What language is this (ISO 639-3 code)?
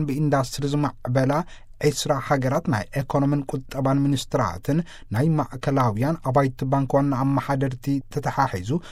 tir